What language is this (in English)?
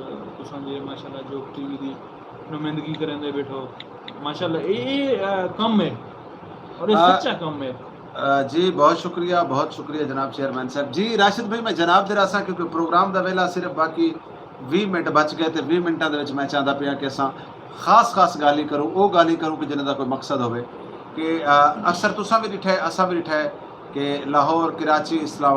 Saraiki